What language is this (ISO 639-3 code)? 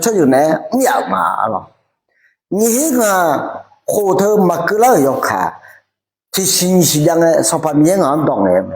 ahk